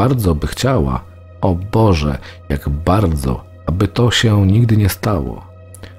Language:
Polish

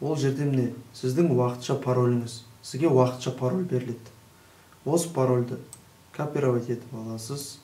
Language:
Kazakh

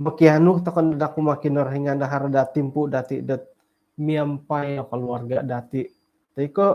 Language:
Central Dusun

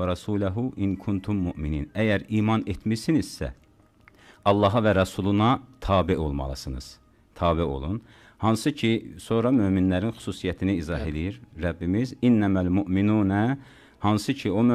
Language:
Azerbaijani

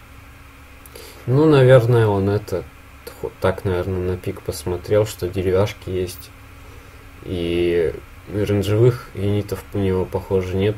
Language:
Russian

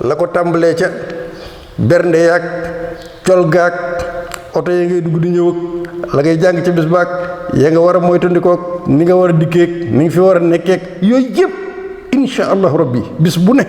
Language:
Wolof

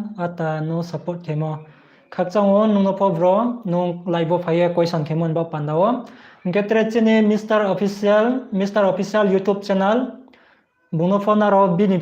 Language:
Riang (India)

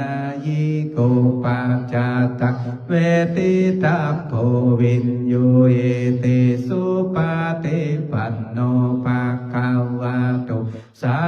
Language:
Pali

